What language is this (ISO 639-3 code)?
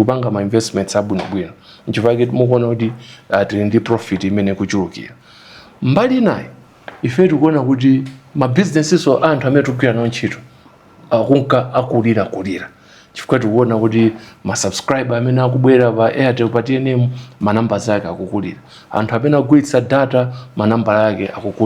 nya